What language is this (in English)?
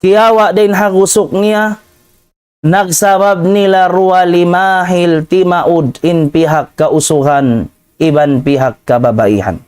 Tausug